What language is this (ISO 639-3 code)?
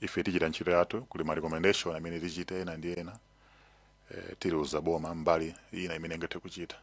nya